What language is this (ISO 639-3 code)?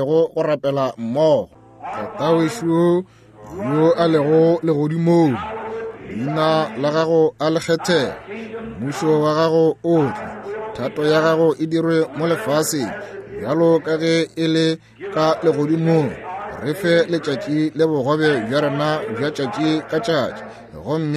nso